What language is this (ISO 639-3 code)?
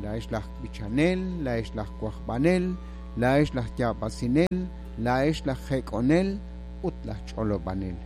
kek